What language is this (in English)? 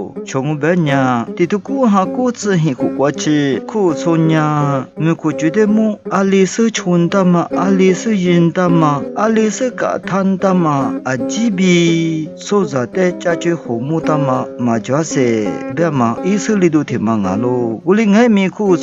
Lisu